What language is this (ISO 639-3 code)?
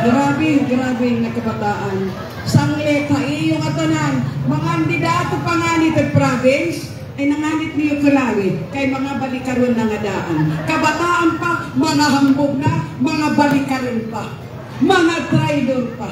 war